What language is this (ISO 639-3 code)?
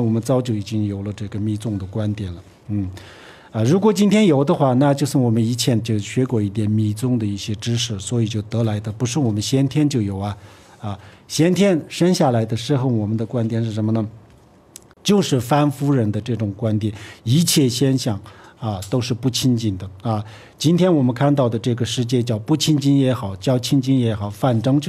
zho